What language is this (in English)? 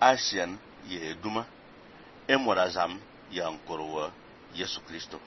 Fang